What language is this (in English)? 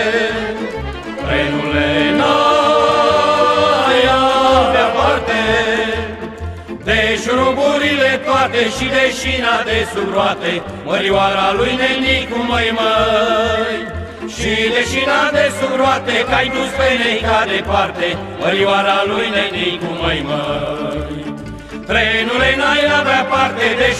Romanian